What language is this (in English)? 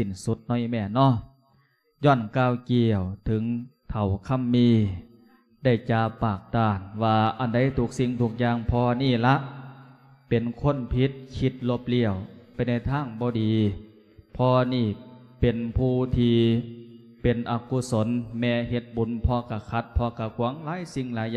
Lao